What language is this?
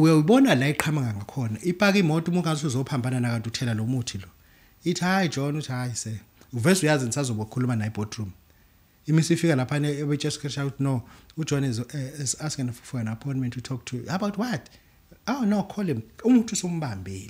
Zulu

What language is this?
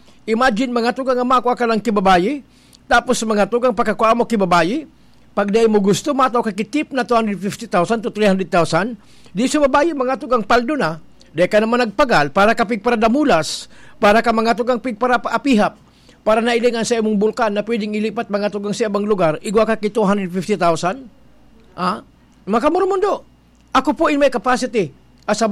Bikol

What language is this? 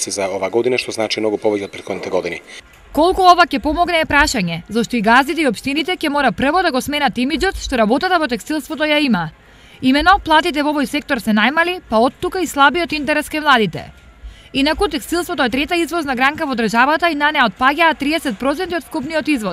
Macedonian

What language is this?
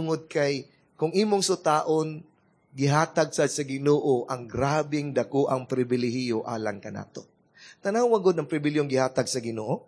Cebuano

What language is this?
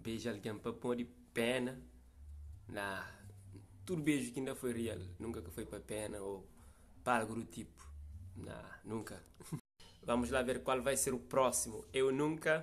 Kabuverdianu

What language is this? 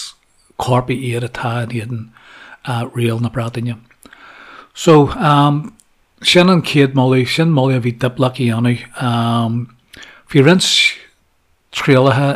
Irish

